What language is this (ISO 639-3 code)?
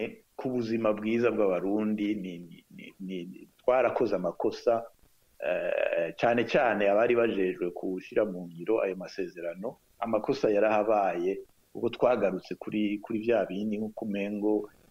run